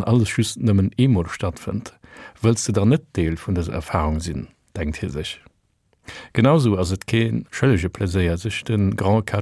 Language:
Luxembourgish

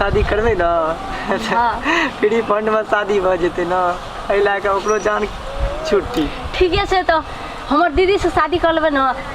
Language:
Maithili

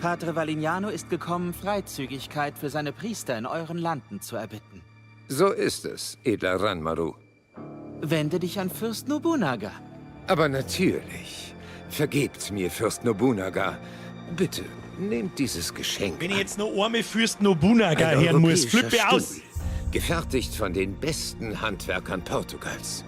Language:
Bavarian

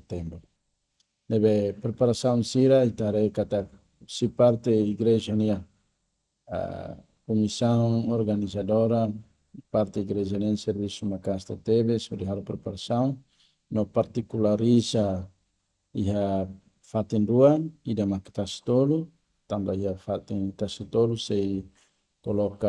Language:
Tetum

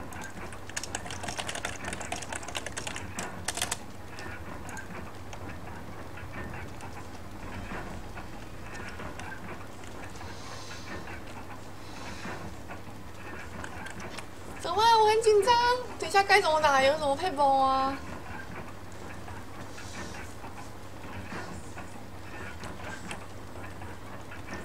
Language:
Chinese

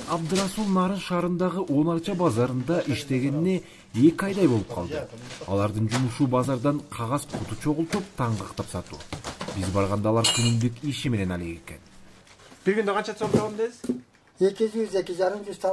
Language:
Kyrgyz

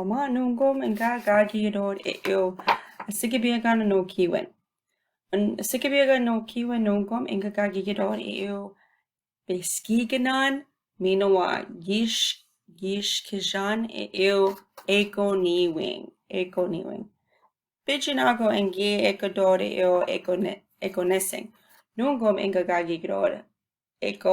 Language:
Chippewa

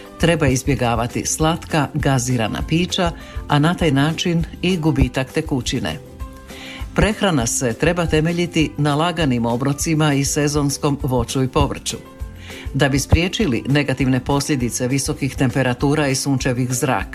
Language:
Croatian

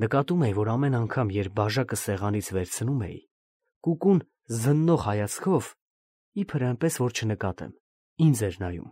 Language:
Armenian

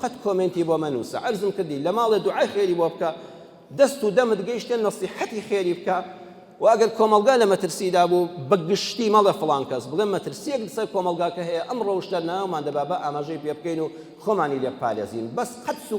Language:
Central Kurdish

